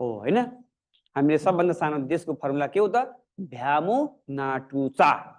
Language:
Nepali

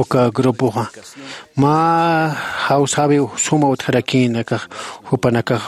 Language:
Aymara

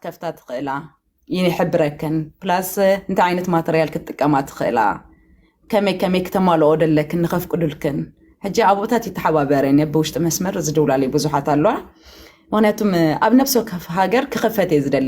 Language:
Tigrinya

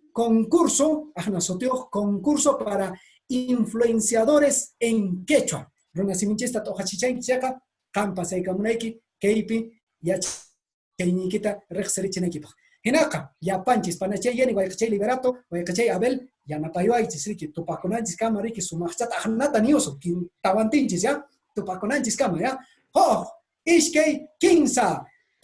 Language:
Quechua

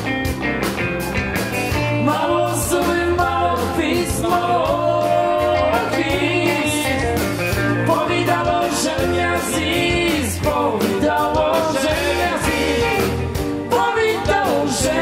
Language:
Ukrainian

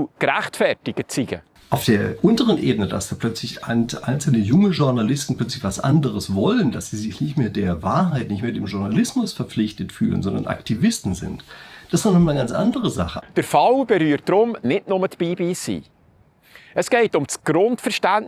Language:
Swiss German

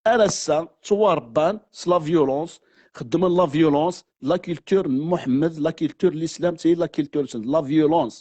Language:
Kabyle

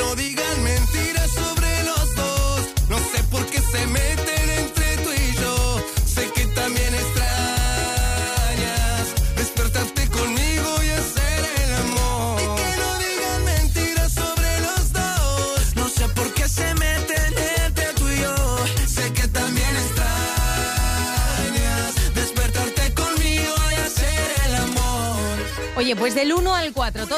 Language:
Spanish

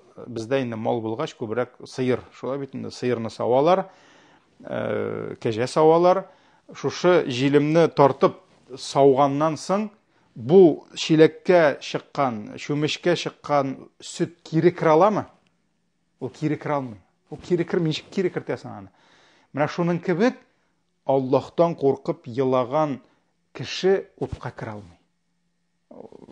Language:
Tatar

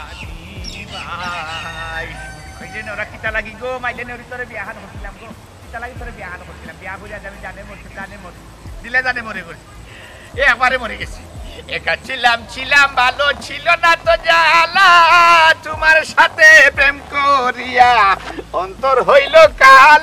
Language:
Sylheti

